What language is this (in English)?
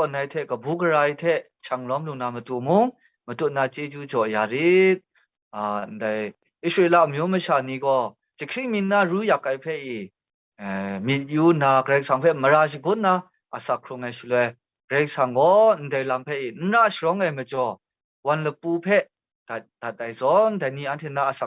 Kachin